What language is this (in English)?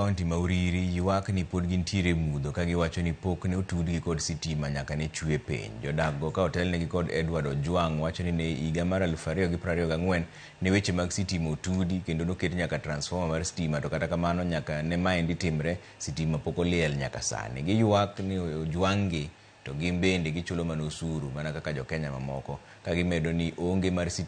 Luo (Kenya and Tanzania)